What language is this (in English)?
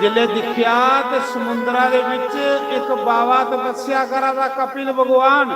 Dogri